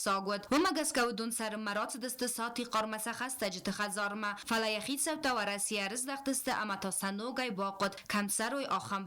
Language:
Ossetic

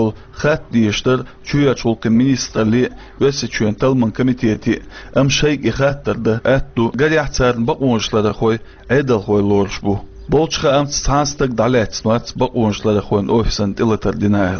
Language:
Chechen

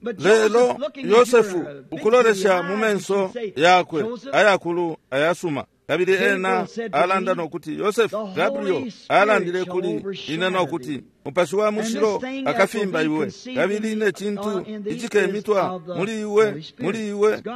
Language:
Bemba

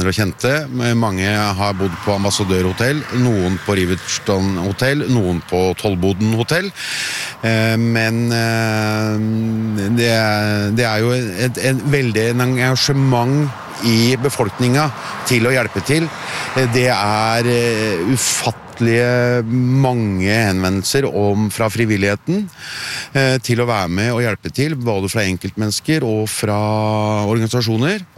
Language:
Norwegian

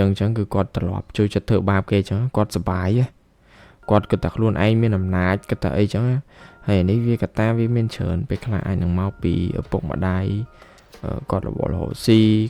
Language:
Khmer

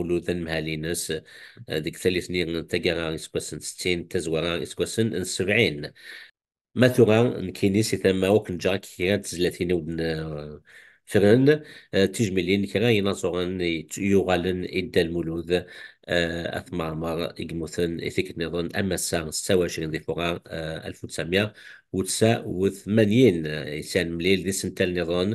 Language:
Kabyle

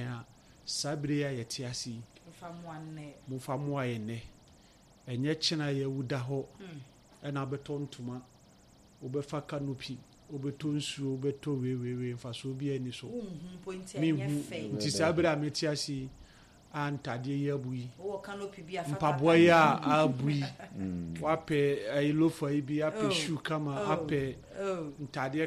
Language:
Akan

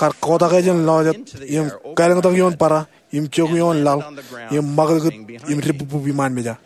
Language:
Marshallese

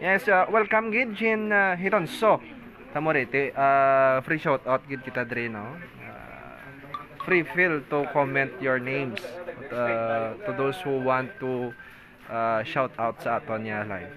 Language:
Hiligaynon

